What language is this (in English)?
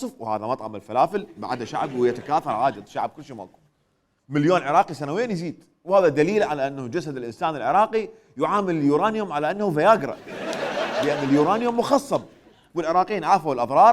Mesopotamian Arabic